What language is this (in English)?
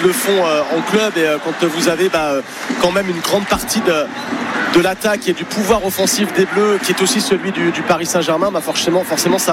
French